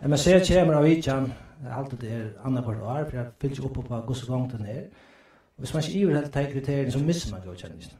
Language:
Faroese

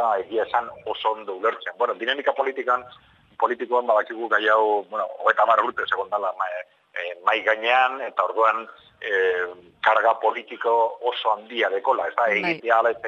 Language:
Basque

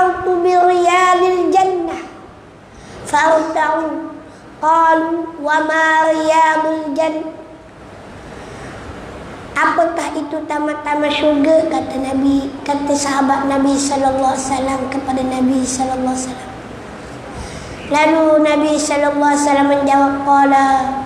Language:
Malay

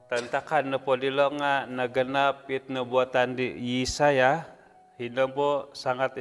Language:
Central Dusun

